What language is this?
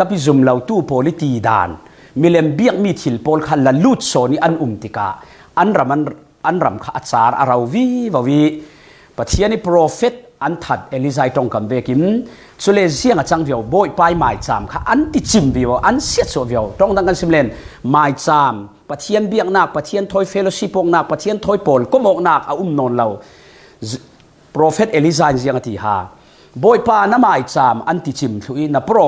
Falam Chin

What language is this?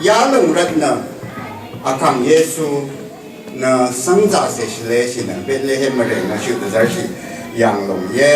Rawang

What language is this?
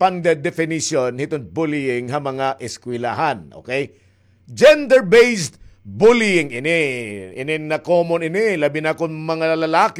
Waray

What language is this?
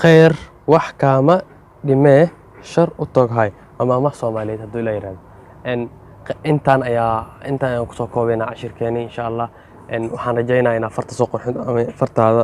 Somali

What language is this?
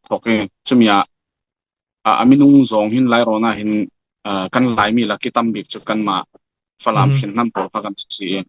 Falam Chin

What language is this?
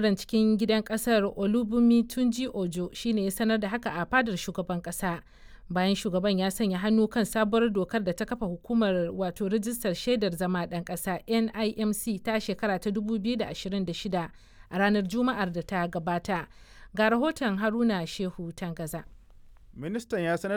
Hausa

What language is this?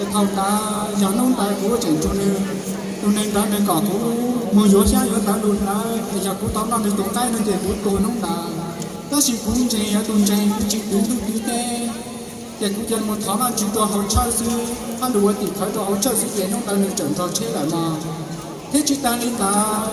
Hmong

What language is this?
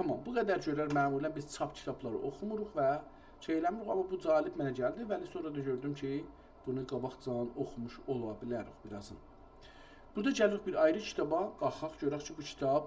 South Azerbaijani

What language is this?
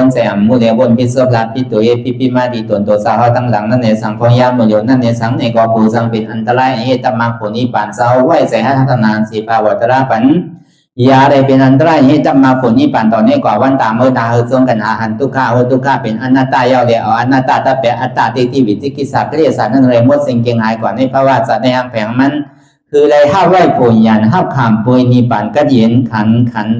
Shan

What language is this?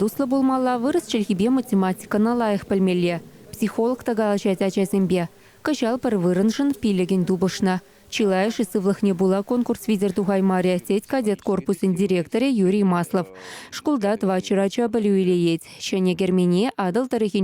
Chuvash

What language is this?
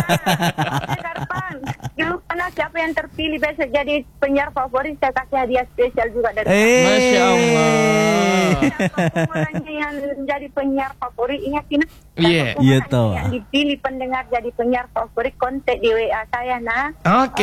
Indonesian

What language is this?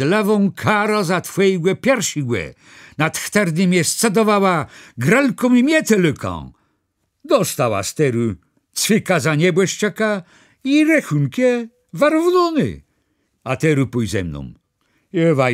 Kashubian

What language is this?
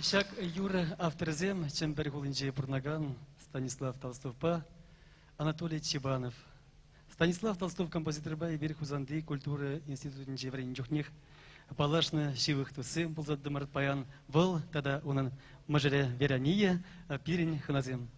Chuvash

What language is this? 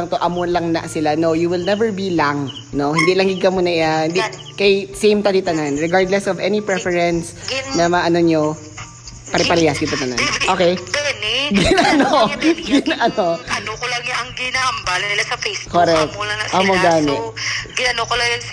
Filipino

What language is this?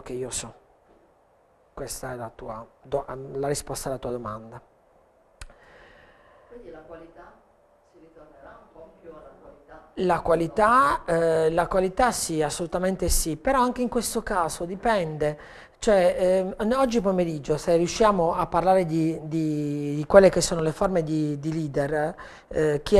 Italian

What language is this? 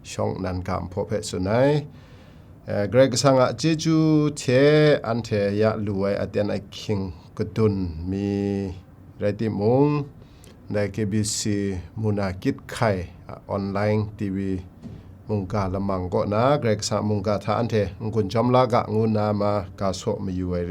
Kachin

